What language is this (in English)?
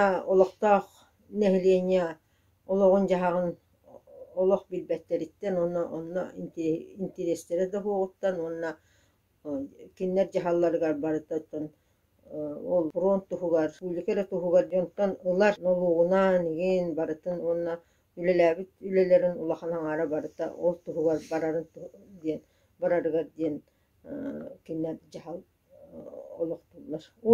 Yakut